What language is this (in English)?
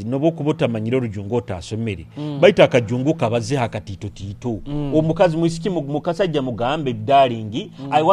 Nyoro